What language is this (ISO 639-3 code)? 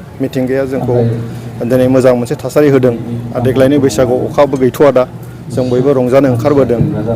brx